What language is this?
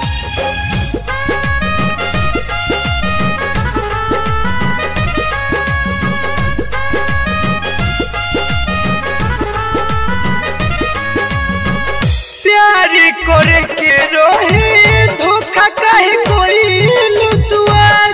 Bhojpuri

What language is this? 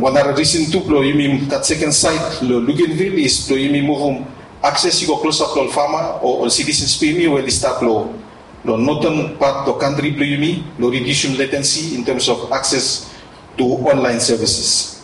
Bislama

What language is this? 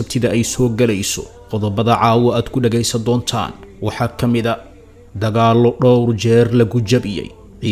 Somali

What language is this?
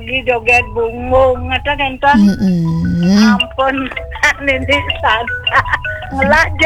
Balinese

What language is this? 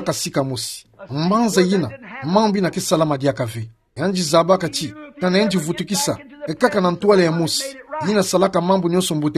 Kituba (Democratic Republic of Congo)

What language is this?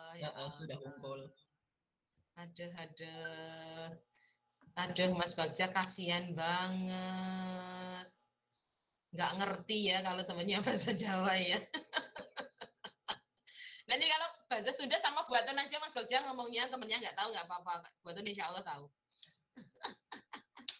Indonesian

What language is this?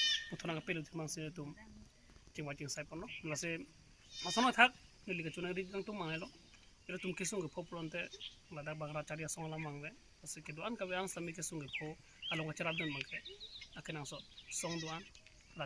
Karbi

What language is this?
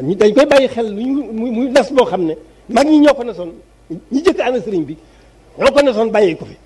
Wolof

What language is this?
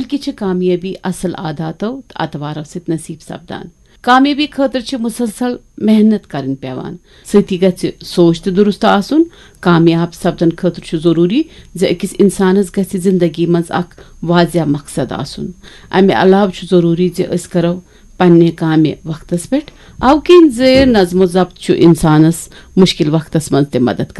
Kashmiri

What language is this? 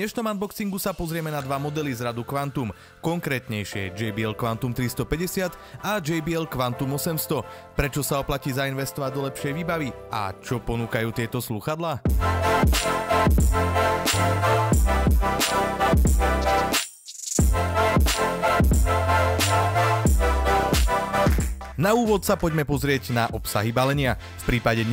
Slovak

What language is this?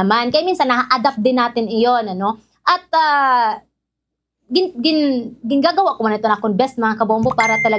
Waray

